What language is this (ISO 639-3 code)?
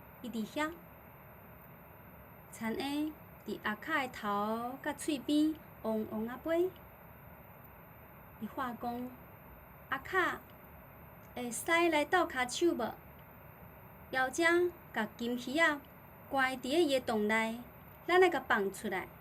nan